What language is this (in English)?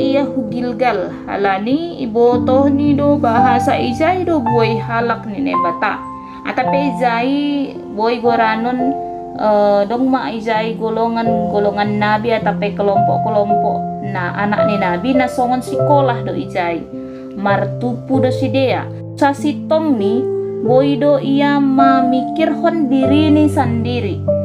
Batak Simalungun